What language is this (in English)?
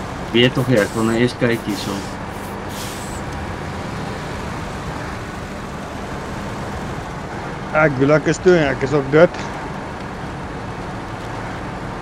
Afrikaans